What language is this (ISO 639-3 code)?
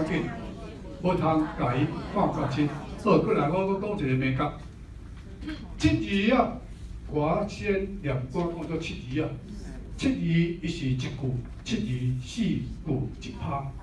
nan